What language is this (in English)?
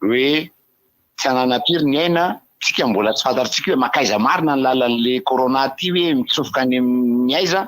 Malagasy